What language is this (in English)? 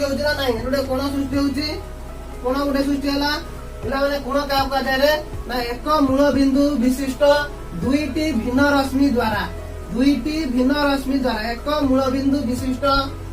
Odia